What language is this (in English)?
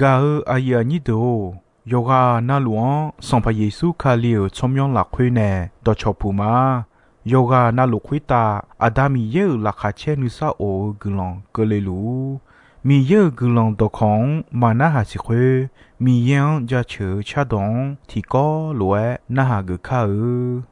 Akha